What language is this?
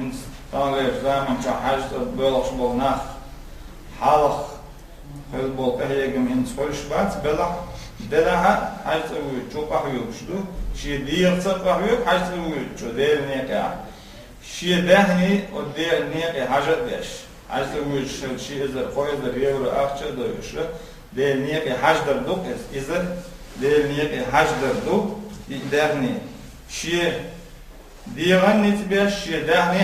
Chechen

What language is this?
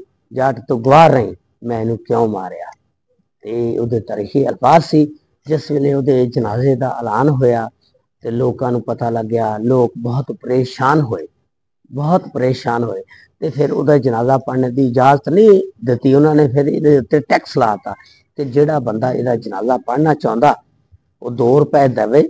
Punjabi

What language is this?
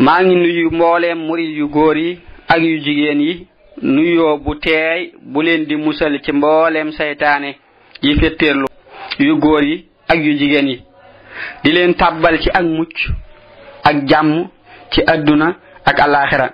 Wolof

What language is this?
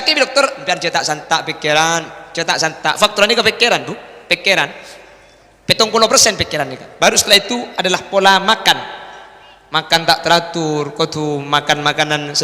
Madurese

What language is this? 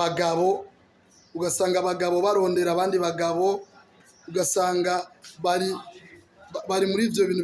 Rundi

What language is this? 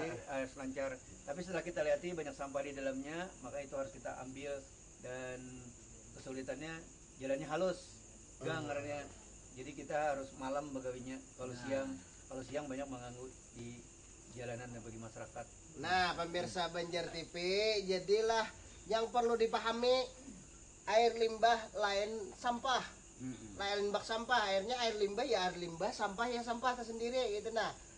Banjar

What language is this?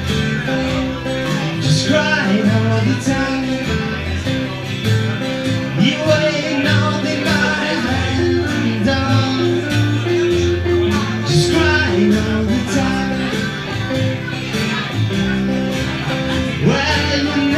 English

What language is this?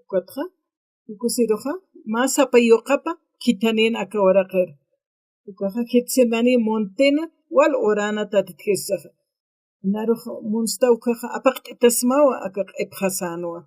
Aymara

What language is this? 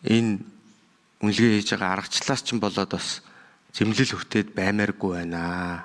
Mongolian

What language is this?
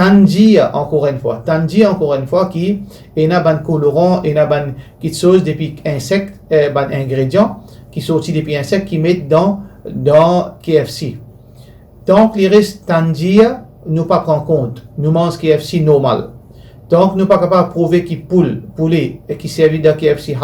Morisyen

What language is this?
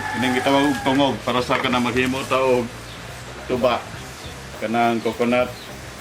Cebuano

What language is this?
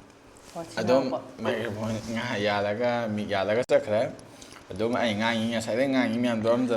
Manipuri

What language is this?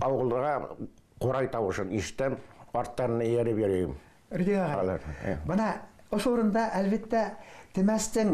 Bashkir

